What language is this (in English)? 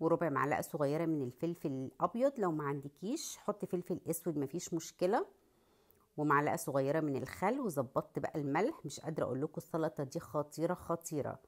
Egyptian Arabic